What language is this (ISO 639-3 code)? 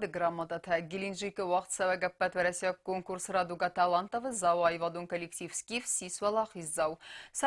oss